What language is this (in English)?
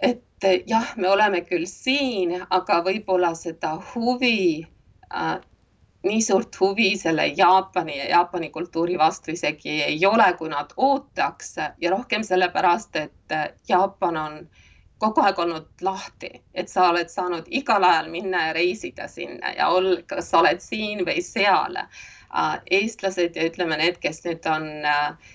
Estonian